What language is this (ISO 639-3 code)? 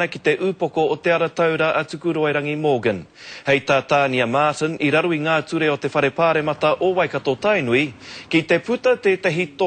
mri